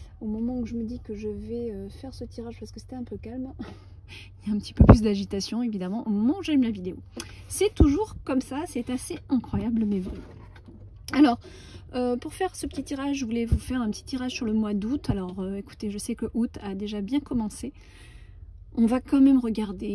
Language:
French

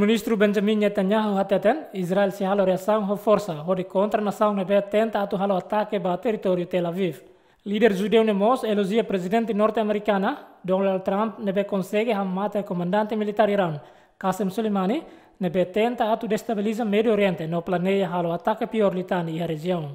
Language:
Tetum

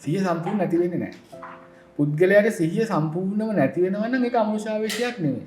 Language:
Sinhala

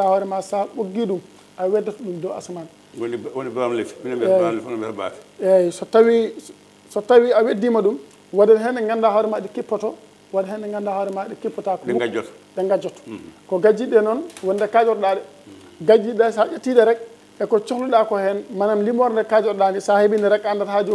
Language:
Fula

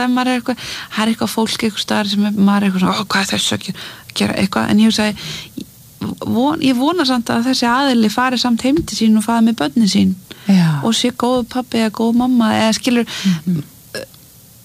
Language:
Icelandic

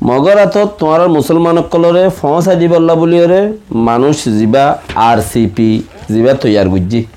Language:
Rohingya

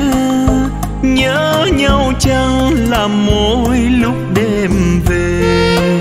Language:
Vietnamese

